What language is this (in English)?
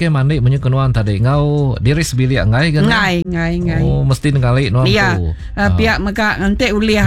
Iban